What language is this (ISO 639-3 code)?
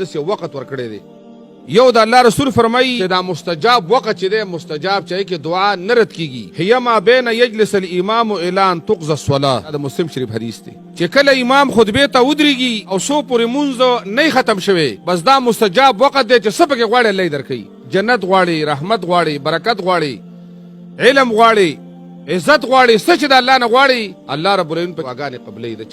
pus